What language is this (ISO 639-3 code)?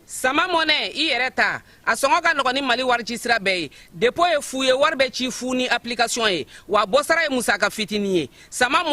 bam